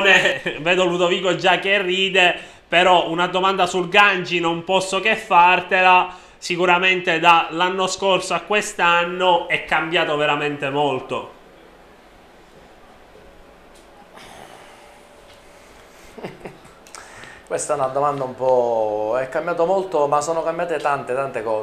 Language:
Italian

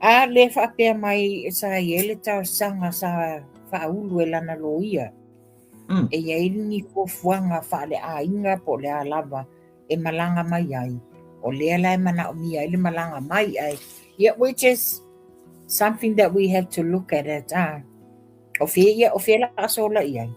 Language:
Samoan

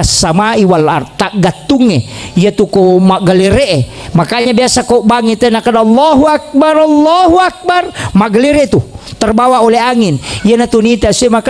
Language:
Buginese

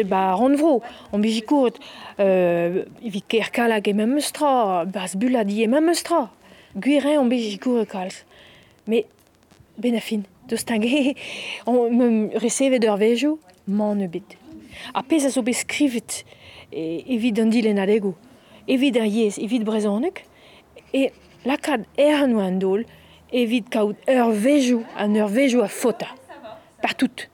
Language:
Breton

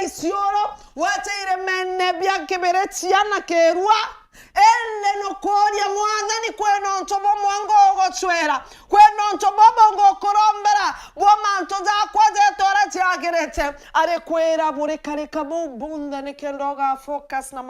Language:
Meru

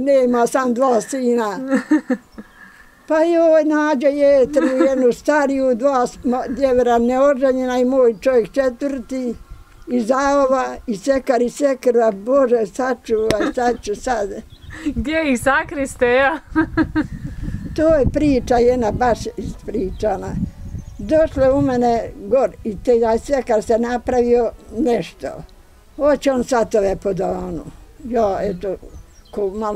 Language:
Bosnian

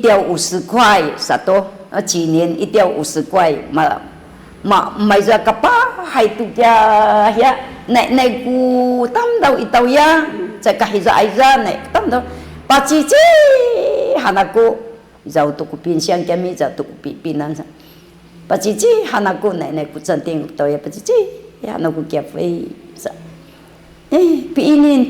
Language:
Sakizaya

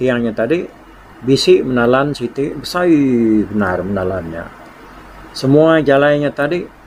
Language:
Iban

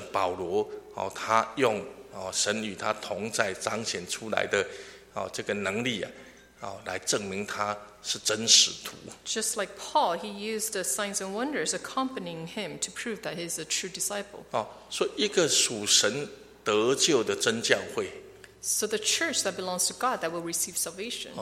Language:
Chinese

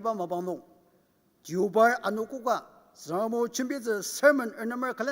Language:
Ao Naga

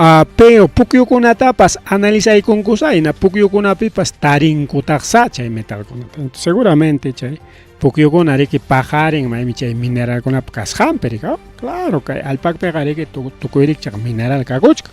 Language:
Ayacucho Quechua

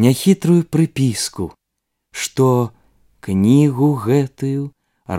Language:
Belarusian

